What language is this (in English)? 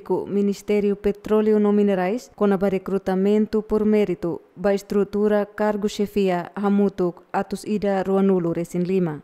Tetum